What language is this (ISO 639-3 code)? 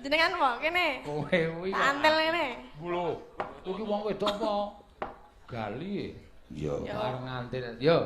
jav